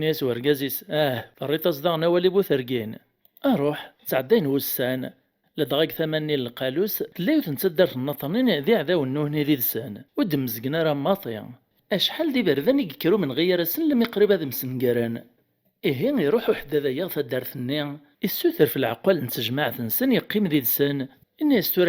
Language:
Kabyle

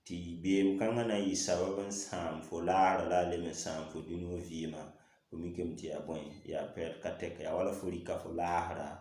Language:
Mossi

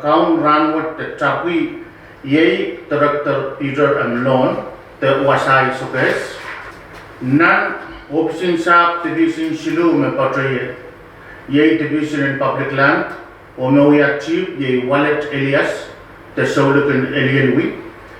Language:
Pohnpeian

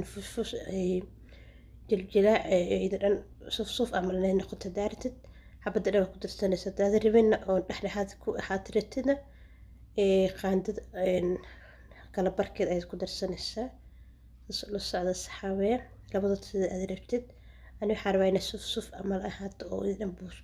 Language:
Somali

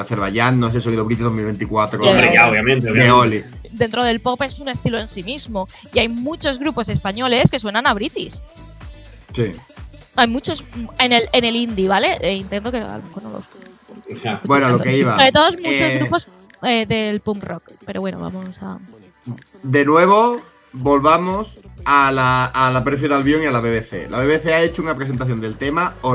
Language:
Spanish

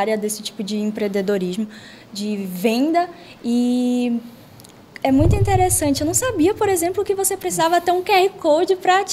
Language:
Portuguese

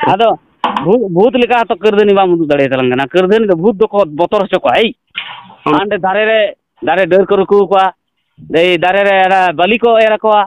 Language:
Santali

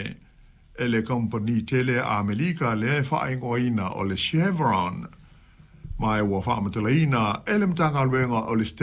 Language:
Samoan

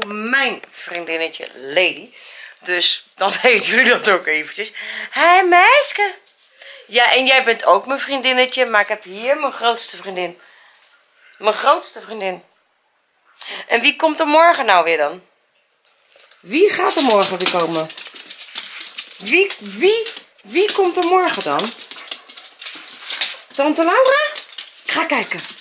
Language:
Dutch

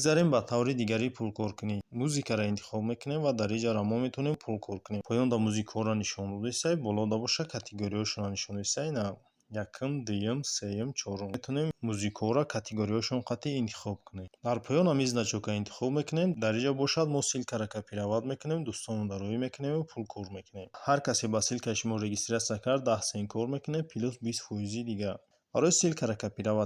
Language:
Tajik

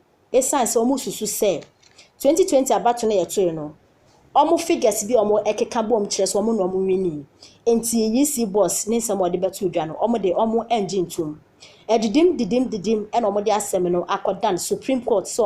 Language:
Akan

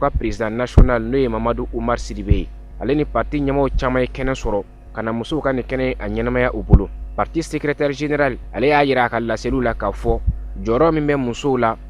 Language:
Bambara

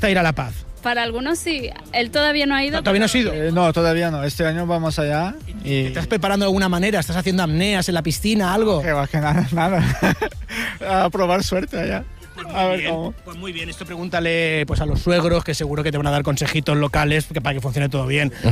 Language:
Spanish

